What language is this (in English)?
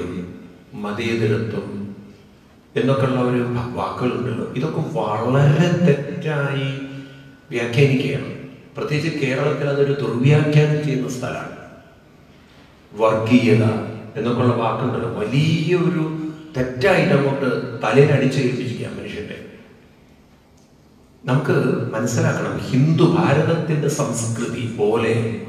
Malayalam